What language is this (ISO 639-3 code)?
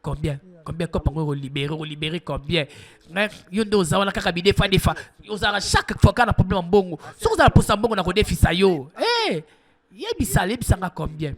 lin